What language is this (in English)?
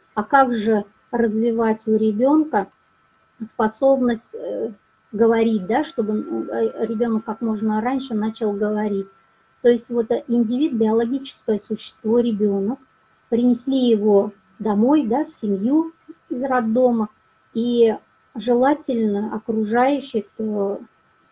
Russian